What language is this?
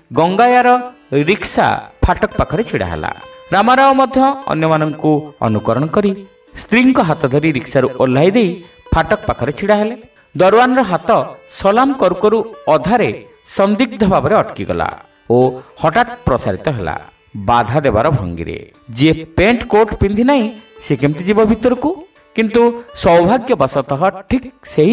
Odia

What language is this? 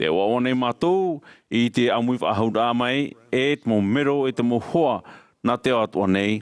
Tahitian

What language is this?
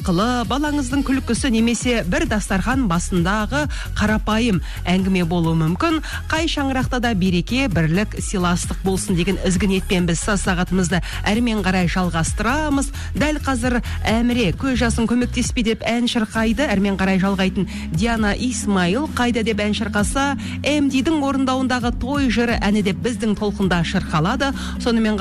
Kazakh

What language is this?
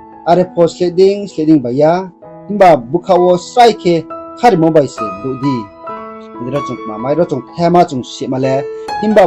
Riang (India)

